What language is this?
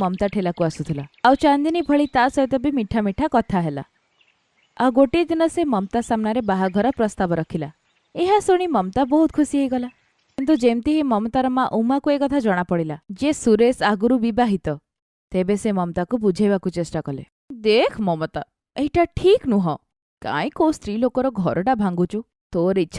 Odia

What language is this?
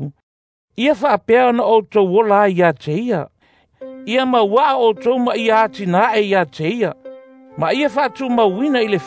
Samoan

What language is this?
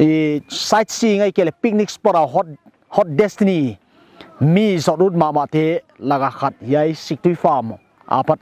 Paite Chin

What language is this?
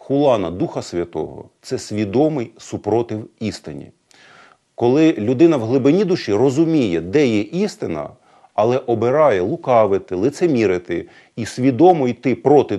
Ukrainian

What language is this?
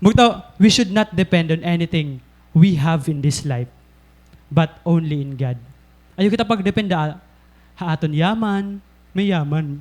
Waray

